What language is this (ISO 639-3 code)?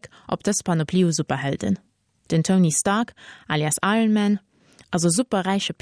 ltz